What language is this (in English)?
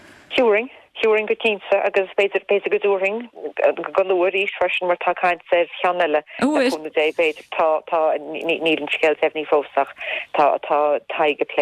Irish